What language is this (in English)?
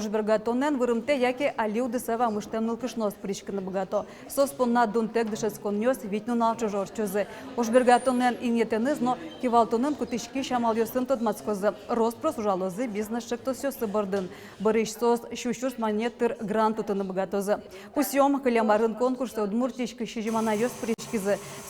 Udmurt